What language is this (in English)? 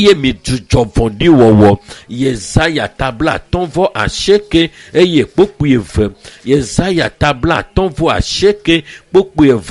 Ewe